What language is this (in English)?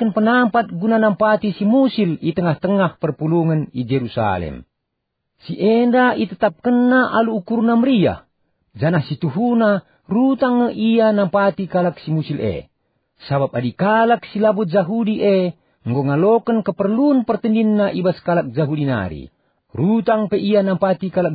Batak Karo